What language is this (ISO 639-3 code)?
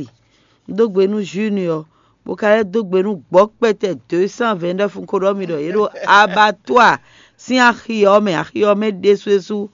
fon